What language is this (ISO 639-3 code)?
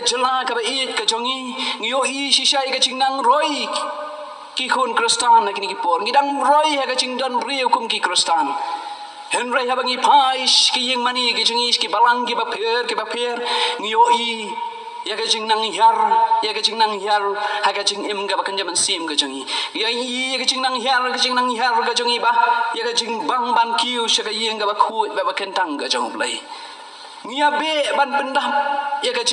kha